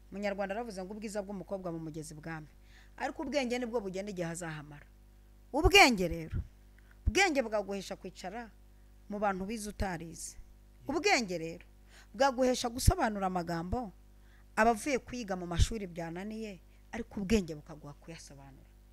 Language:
Kinyarwanda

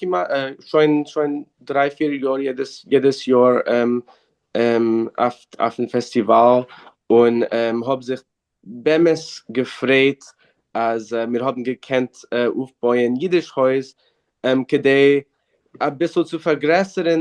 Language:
Yiddish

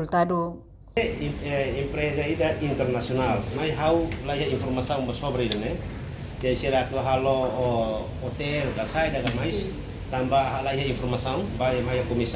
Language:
Tetum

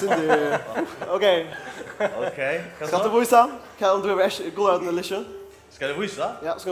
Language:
Faroese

